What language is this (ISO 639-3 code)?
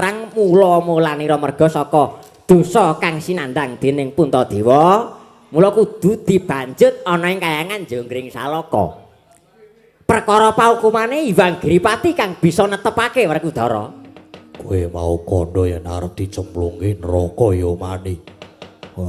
jav